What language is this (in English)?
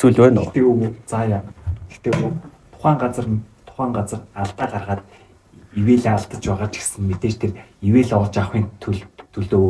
Mongolian